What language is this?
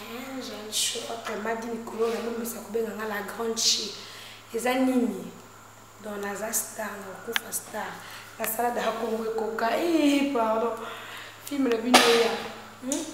Lingala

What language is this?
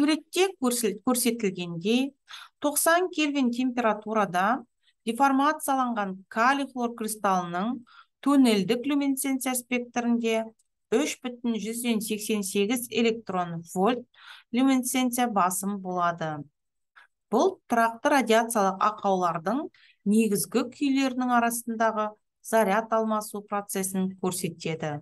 Kazakh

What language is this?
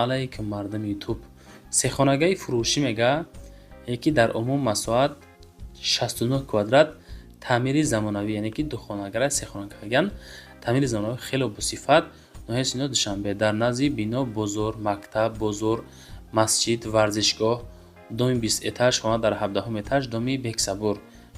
Tajik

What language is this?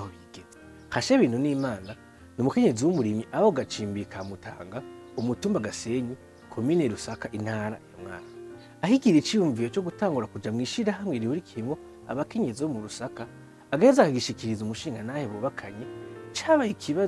Rundi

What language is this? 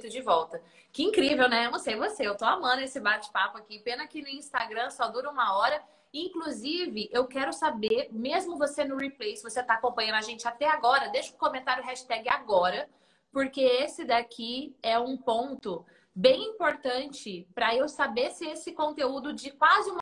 Portuguese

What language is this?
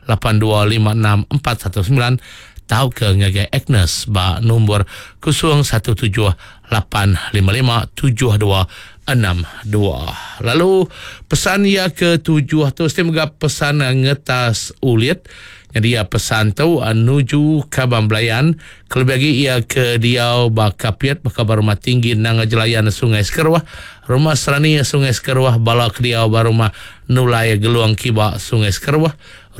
Iban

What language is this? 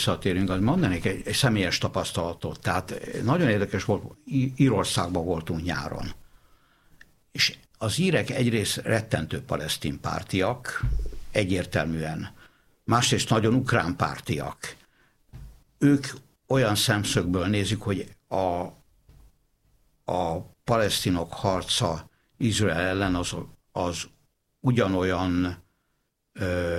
Hungarian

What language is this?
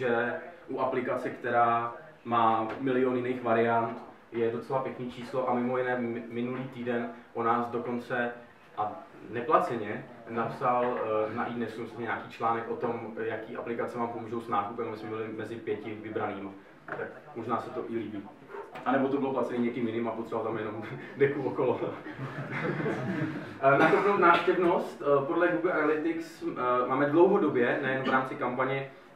Czech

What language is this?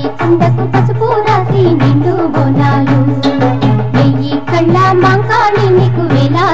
Telugu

